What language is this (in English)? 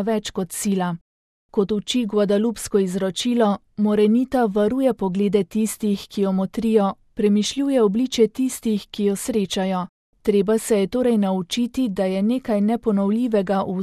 Slovenian